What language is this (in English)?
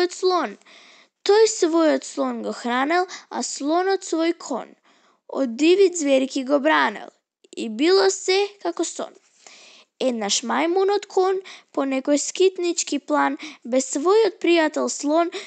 Macedonian